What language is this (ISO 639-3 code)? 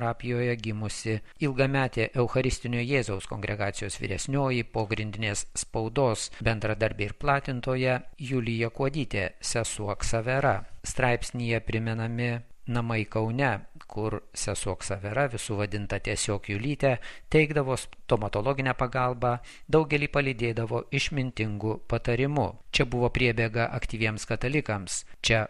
lit